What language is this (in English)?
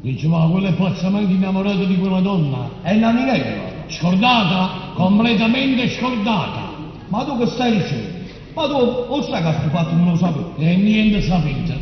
Neapolitan